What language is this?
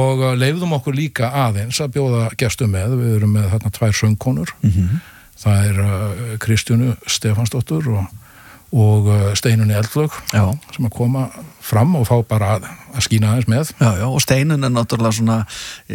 Icelandic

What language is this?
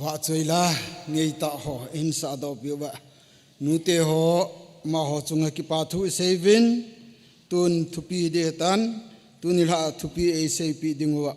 Thado Chin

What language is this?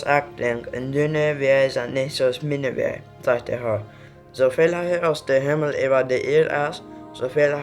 Plautdietsch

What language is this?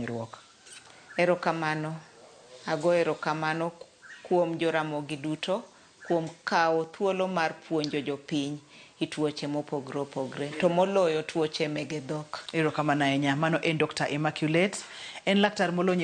Luo (Kenya and Tanzania)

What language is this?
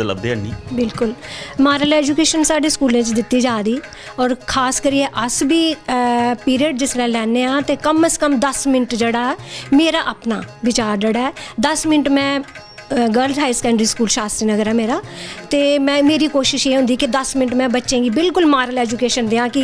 Dogri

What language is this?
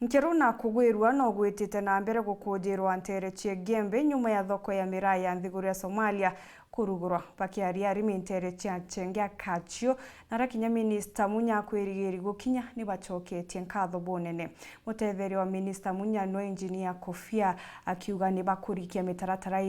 Meru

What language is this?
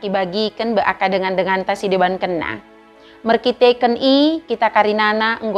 Batak Dairi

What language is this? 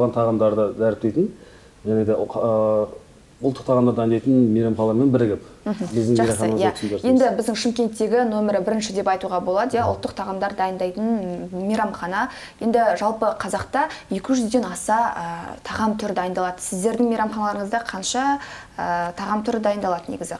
Kazakh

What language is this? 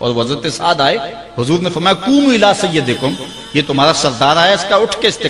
Urdu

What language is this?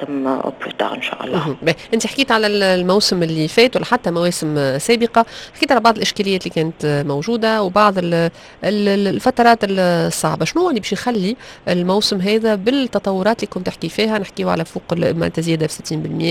Tunisian Arabic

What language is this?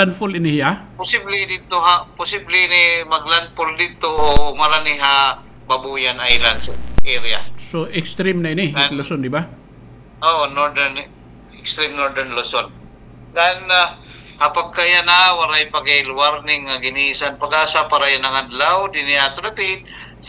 Waray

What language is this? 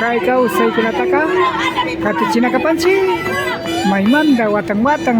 Imbabura Highland Quichua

